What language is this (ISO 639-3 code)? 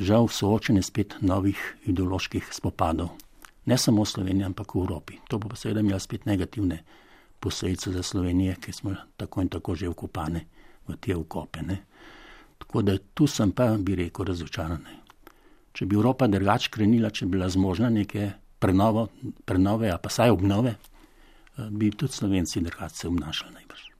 slv